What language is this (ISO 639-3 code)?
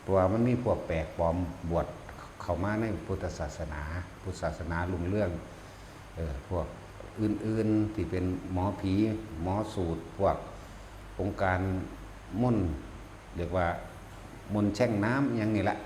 tts